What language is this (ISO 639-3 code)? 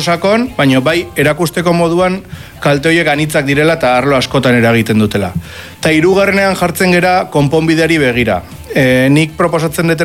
eus